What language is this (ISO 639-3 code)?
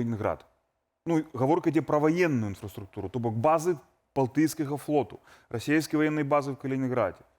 bel